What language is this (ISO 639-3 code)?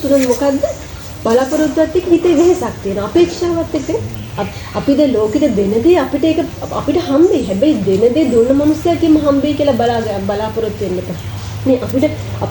sin